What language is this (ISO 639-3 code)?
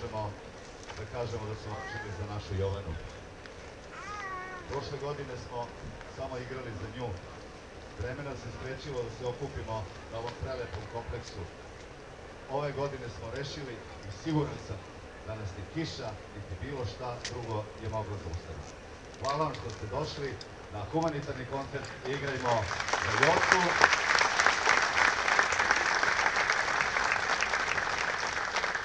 srp